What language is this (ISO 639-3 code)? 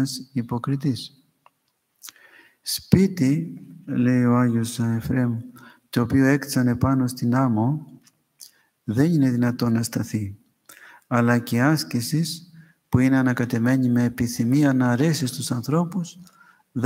ell